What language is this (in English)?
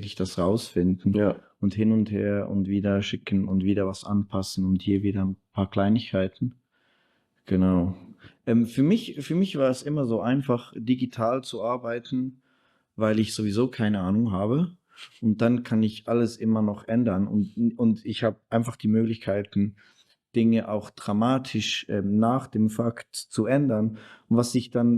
Swiss German